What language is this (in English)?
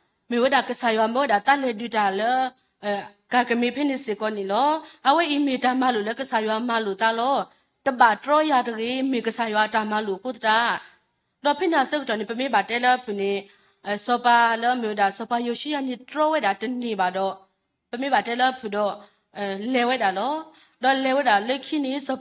S'gaw Karen